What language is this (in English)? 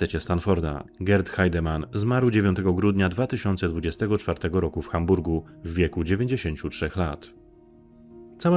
Polish